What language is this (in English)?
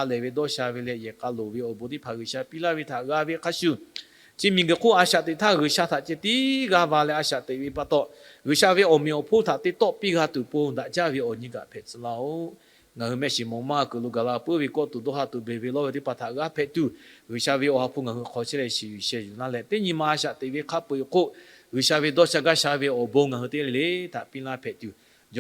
Lahu